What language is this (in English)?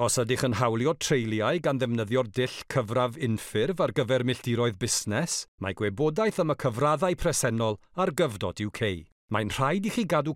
Welsh